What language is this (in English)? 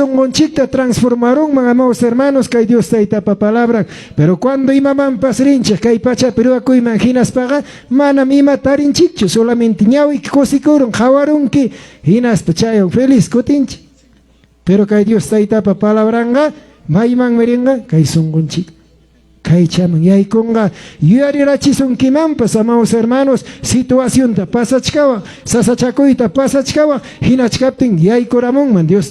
Ayacucho Quechua